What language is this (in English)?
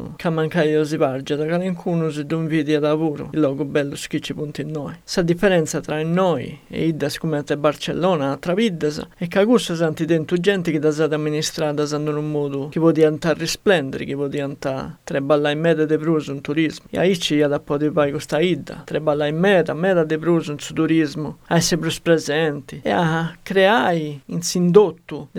Sardinian